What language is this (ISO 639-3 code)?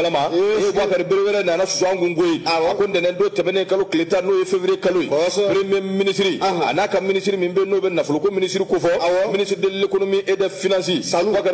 bam